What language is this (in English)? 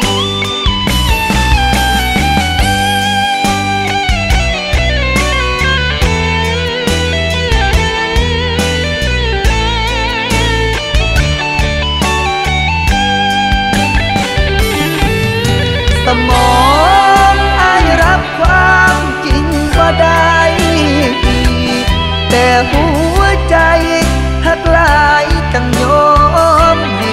Thai